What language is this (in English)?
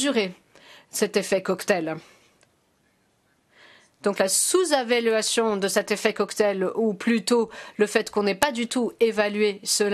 French